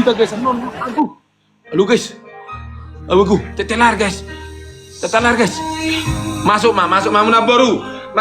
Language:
Batak Toba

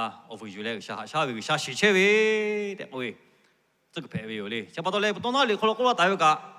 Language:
Lahu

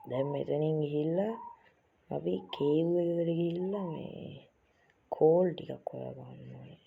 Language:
Sinhala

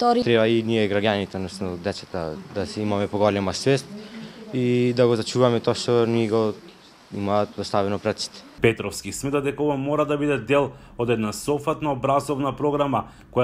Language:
Macedonian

